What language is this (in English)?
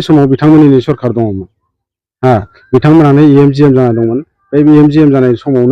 Bodo